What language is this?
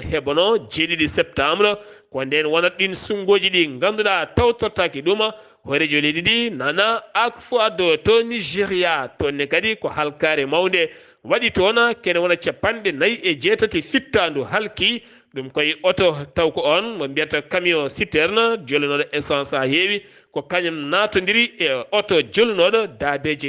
Fula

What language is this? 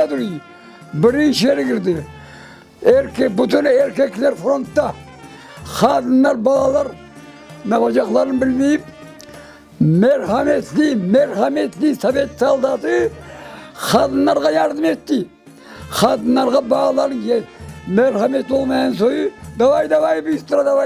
Crimean Tatar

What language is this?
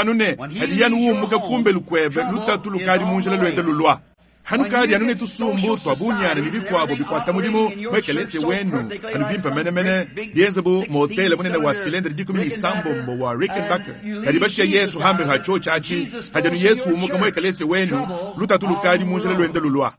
Luba-Lulua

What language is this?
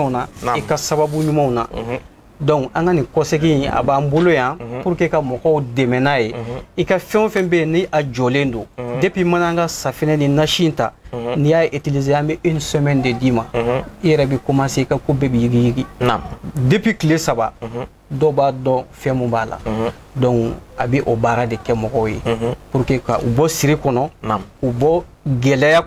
Bambara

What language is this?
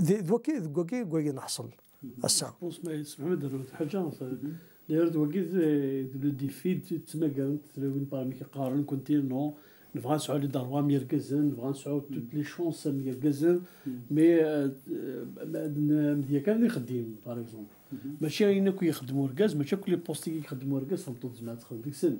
Kabyle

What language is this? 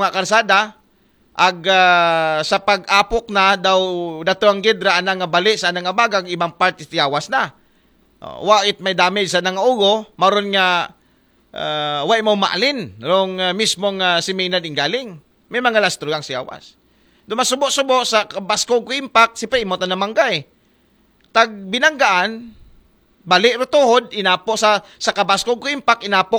Aklanon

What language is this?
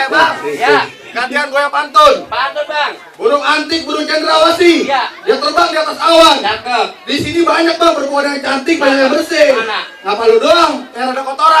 Betawi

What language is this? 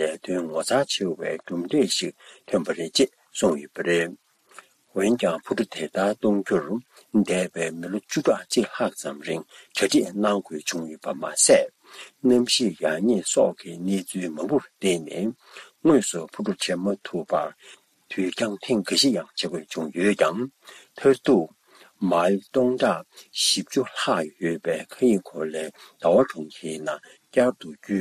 Tibetan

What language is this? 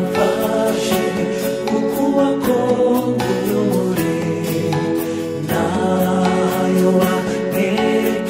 Kinyarwanda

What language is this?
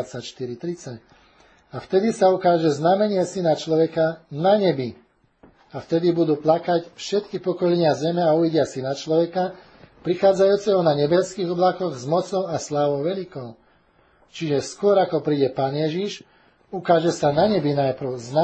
Slovak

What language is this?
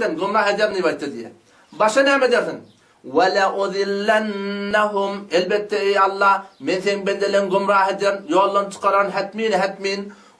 Turkmen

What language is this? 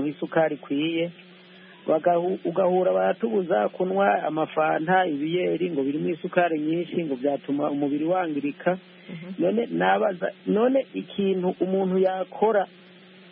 Kinyarwanda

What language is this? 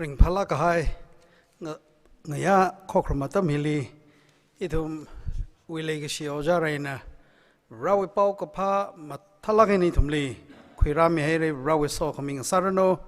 Tangkhul Naga (India)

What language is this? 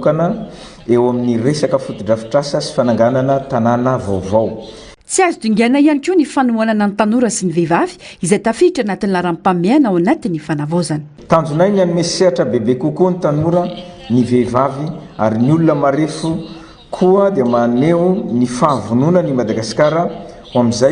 Malagasy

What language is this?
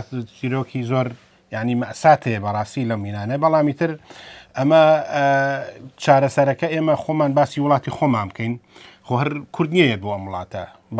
Central Kurdish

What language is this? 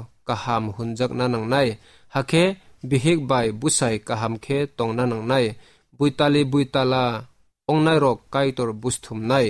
Kok Borok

